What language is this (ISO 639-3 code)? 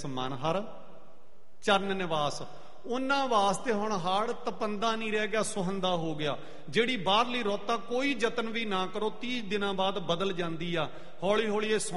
pan